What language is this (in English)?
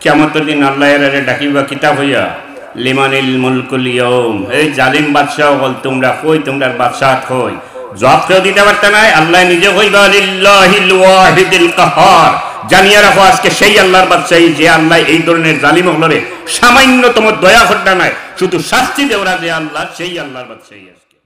Sylheti